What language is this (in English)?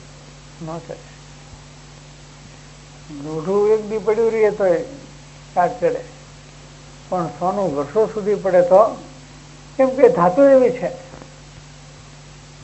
Gujarati